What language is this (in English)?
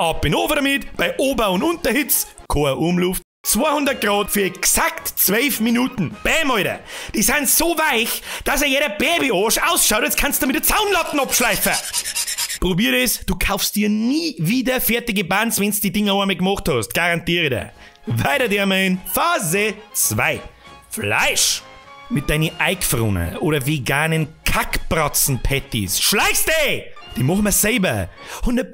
Bavarian